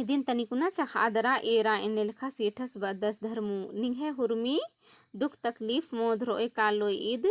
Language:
Kurukh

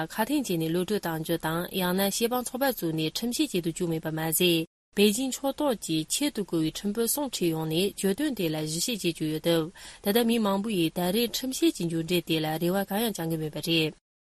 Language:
Tibetan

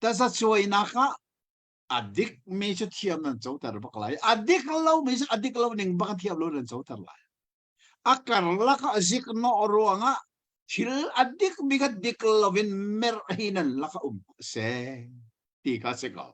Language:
Hakha Chin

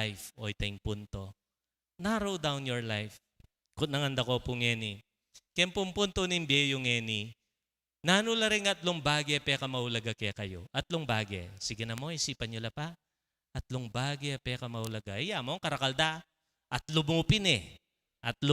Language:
Pampanga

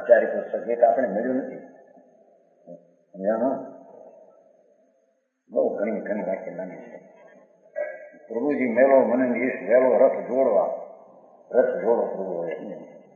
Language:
Gujarati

